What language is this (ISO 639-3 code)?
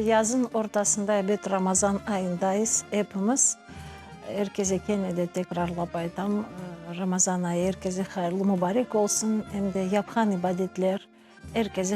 crh